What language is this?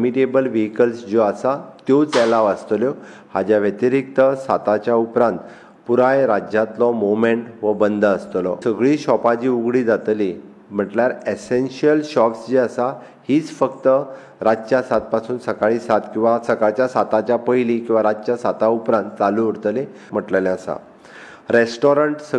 Konkani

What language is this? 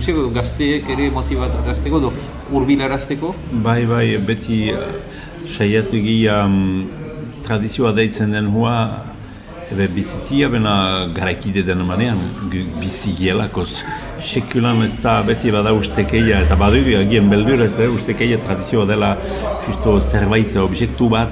Basque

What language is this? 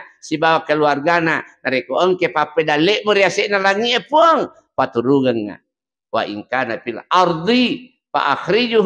Buginese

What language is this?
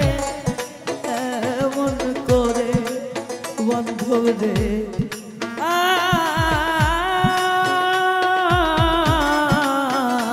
Bangla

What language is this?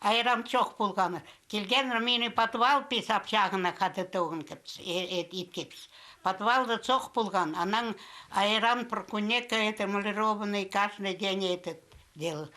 Khakas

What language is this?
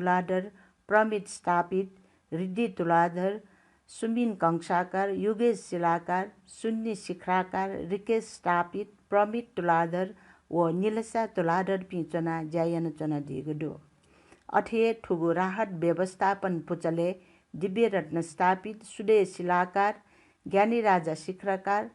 Newari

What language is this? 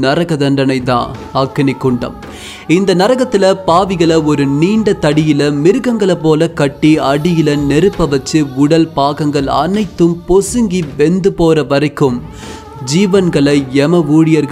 Tamil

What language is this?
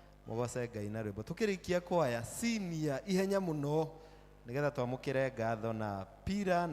Kikuyu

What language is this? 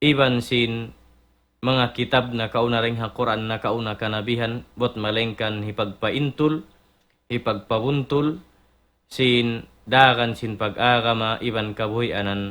Tausug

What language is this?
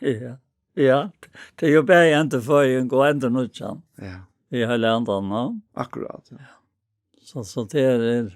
Faroese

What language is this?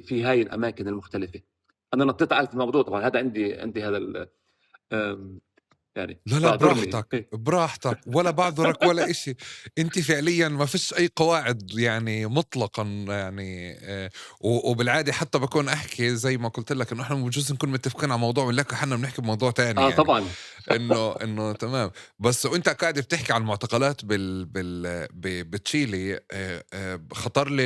North Levantine Arabic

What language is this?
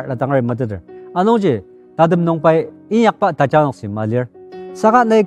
Ao Naga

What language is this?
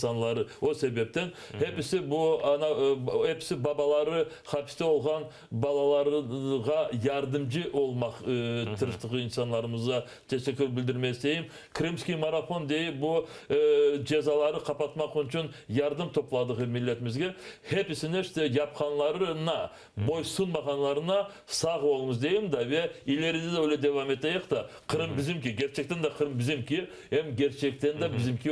Crimean Tatar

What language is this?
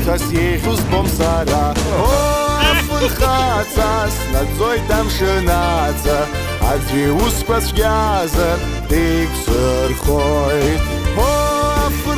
Abkhazian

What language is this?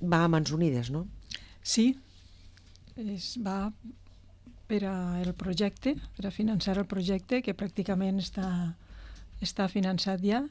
Catalan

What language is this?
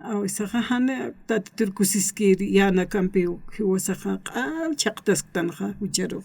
Aymara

